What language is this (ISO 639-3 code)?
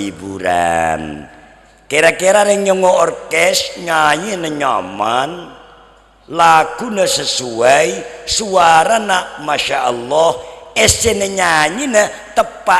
mad